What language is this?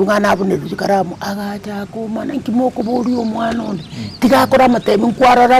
Gusii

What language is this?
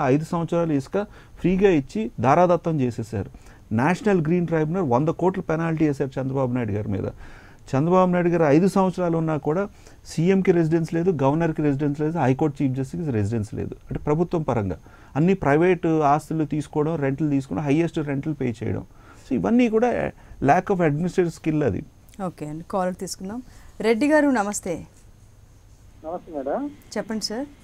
Telugu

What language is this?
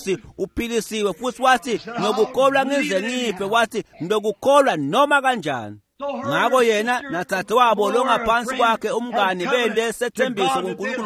Swati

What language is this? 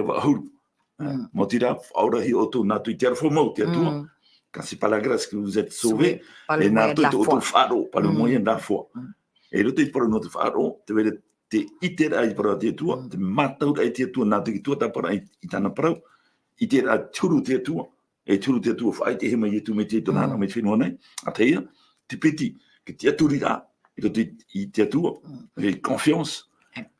Tahitian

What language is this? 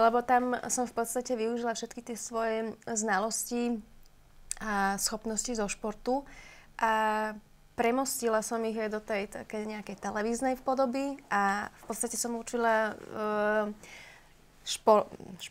Slovak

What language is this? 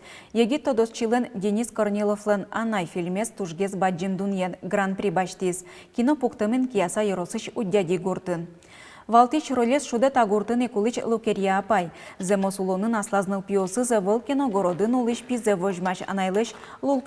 Udmurt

